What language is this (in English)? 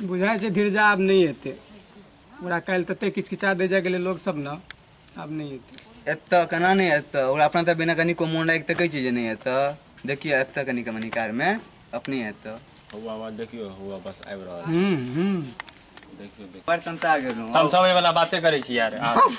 Maithili